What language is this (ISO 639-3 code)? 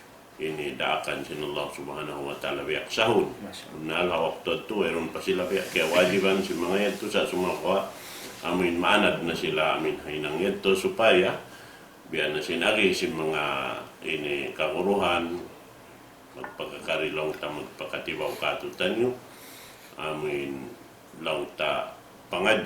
tsg